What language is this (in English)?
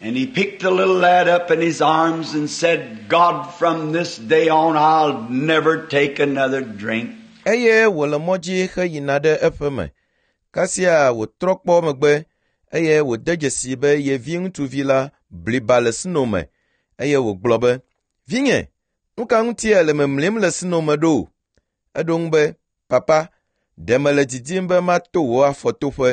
Ewe